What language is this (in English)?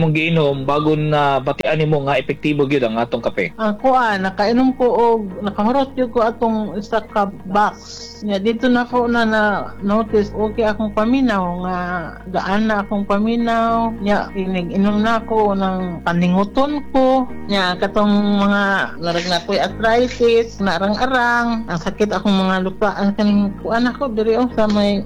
Cebuano